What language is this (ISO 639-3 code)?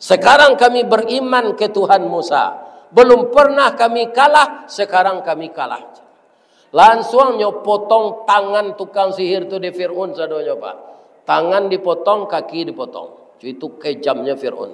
min